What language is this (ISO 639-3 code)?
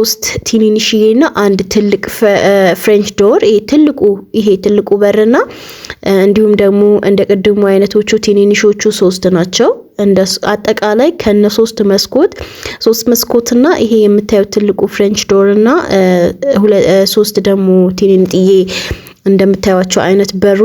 amh